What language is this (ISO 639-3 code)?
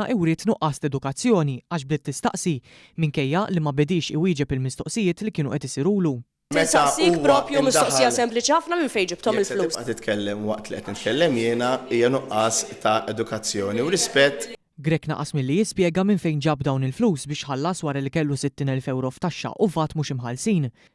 mlt